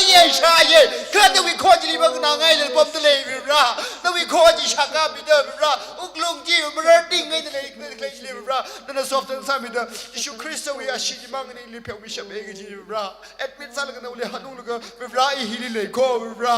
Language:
Tangkhul Naga (India)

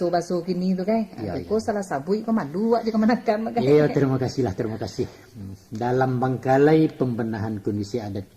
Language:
Minangkabau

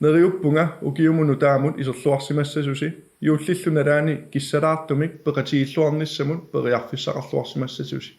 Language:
Kalaallisut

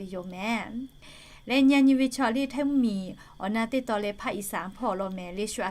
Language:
Lahu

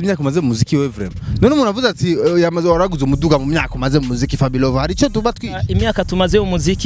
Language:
Rundi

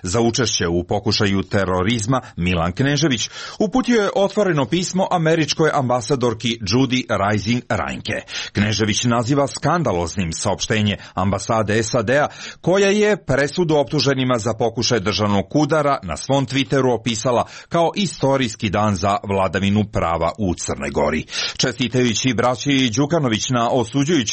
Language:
Croatian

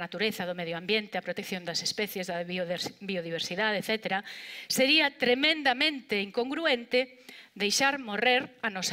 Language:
Galician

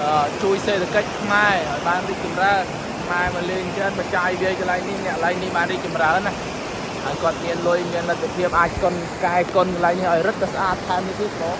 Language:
Khmer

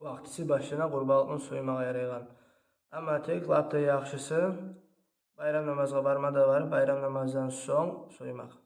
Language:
Kumyk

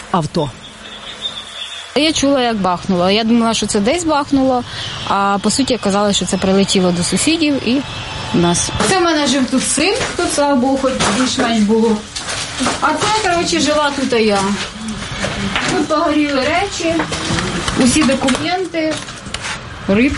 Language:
Ukrainian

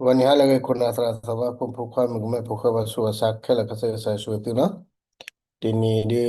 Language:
S'gaw Karen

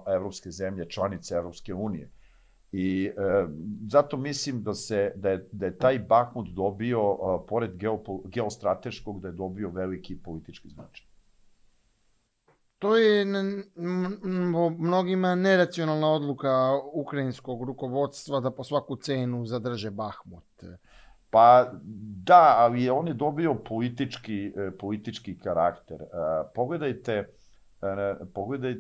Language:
Serbian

